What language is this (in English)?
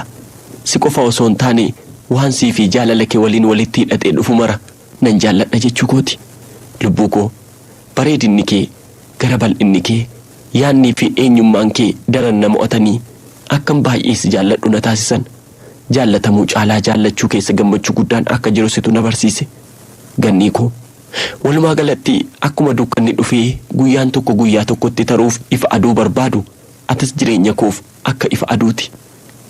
Oromo